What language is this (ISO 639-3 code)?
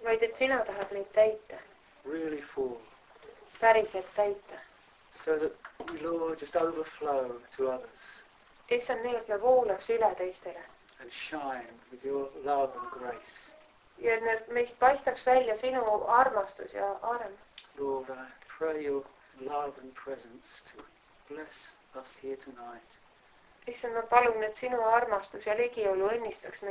est